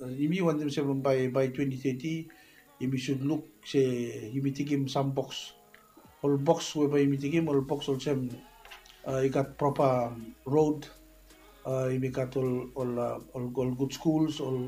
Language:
Bislama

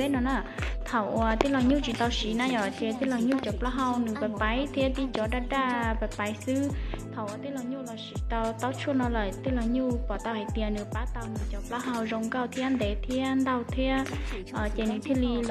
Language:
Hmong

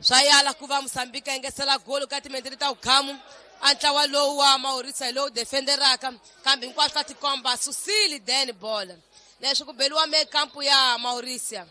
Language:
Tsonga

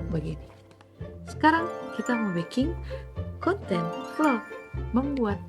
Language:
Manado Malay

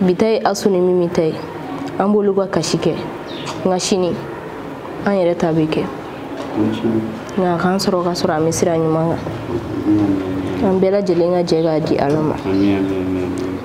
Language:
Bambara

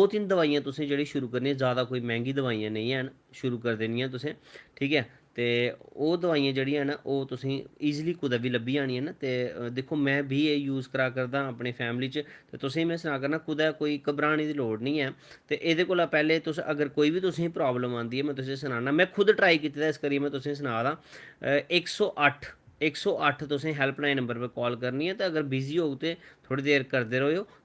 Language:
Dogri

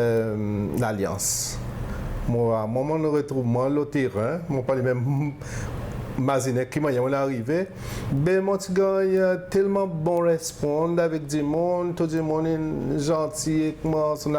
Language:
Seselwa Creole French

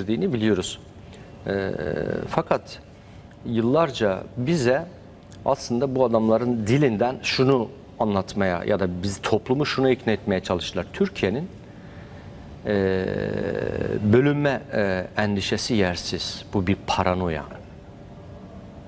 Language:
Turkish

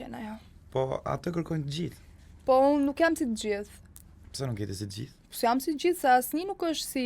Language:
Albanian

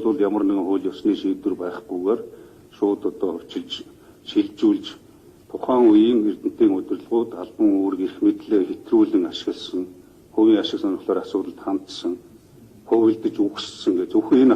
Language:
Mongolian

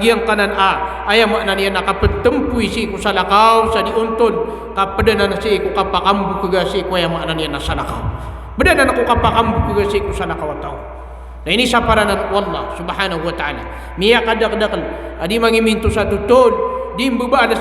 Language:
Maranao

